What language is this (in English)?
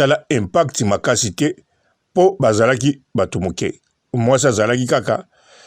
Lingala